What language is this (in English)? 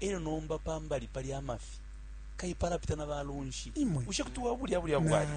Bemba